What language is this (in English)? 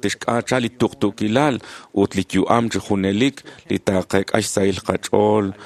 Kekchí